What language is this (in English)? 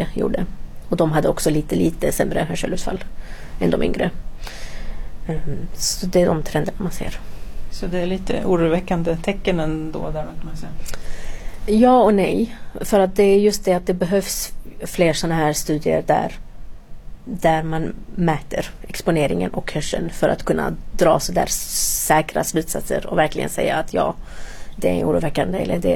Swedish